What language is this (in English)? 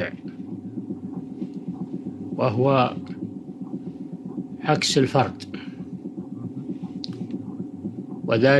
Arabic